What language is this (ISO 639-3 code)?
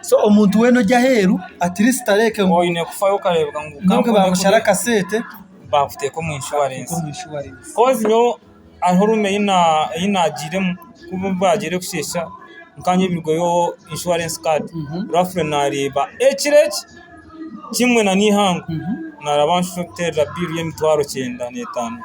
nyn